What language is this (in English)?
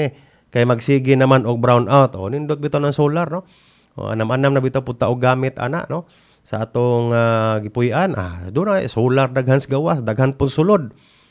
Cebuano